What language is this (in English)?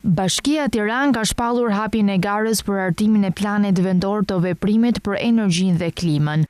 Albanian